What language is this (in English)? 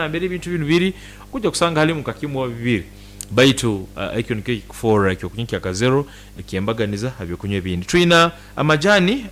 Nyoro